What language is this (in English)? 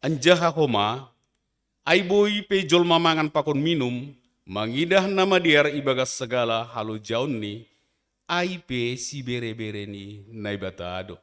Batak Simalungun